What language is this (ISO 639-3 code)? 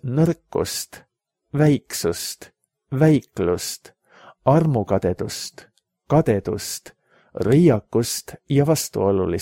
est